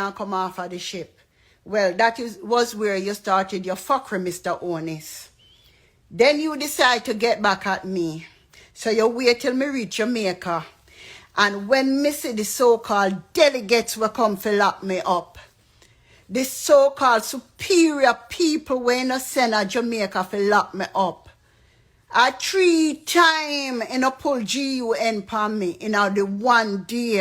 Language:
Jamaican Creole English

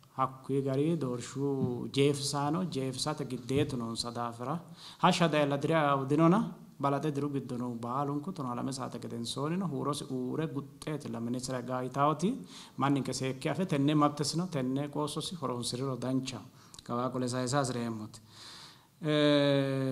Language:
Sidamo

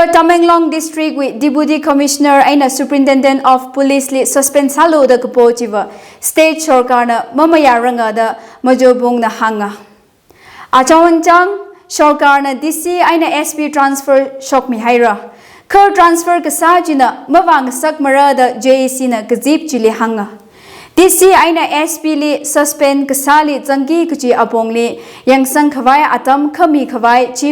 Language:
Tangkhul Naga (India)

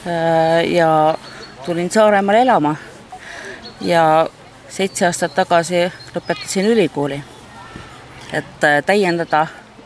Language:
Estonian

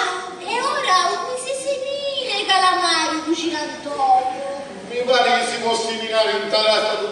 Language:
Sicilian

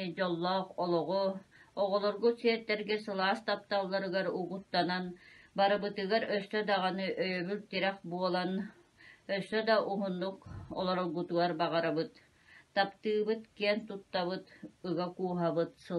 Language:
Yakut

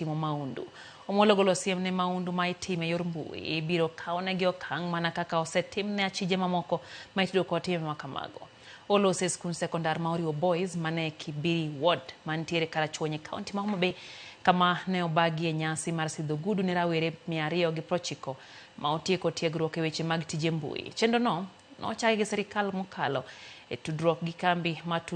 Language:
Luo (Kenya and Tanzania)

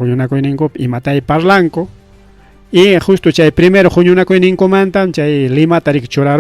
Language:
Ayacucho Quechua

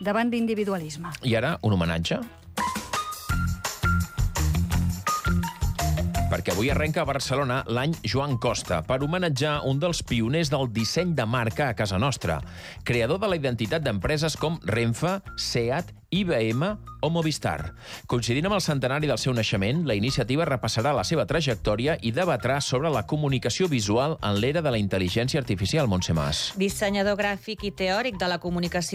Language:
Catalan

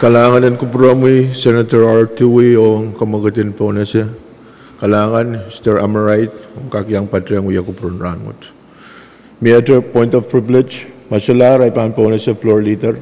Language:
Pohnpeian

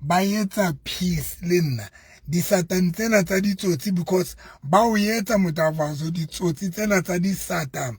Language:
Southern Sotho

